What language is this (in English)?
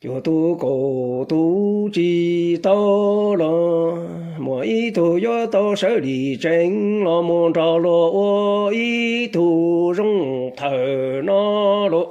Hmong